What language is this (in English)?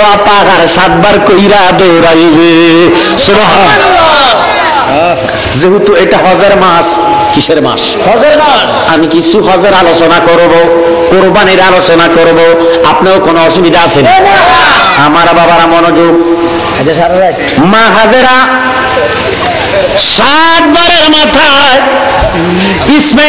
Bangla